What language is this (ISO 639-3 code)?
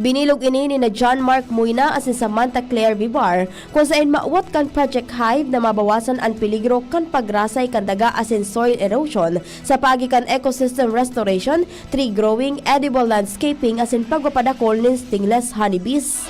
bik